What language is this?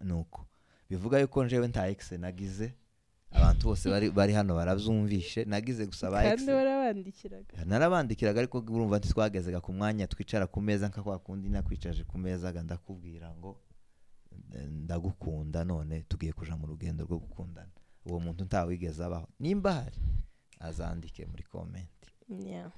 Rundi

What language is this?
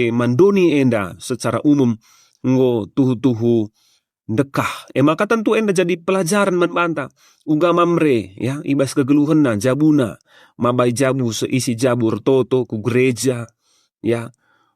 Batak Karo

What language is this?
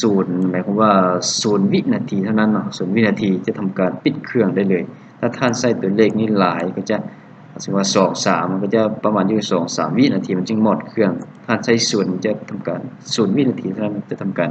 Lao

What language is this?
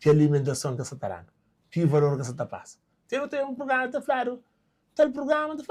Kabuverdianu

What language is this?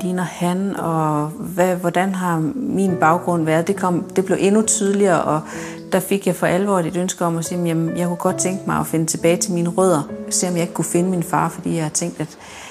Danish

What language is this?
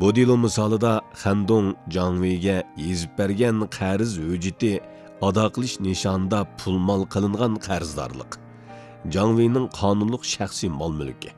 Uyghur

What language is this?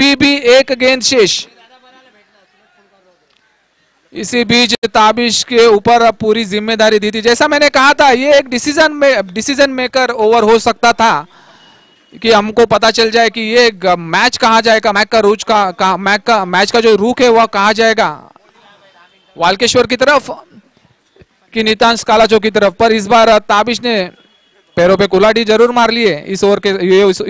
Hindi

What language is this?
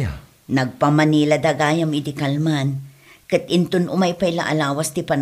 Iloko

